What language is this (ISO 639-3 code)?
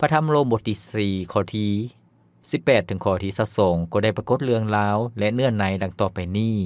lao